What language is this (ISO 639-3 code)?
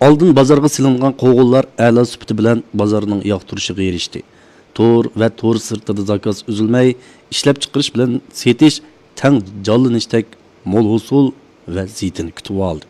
uig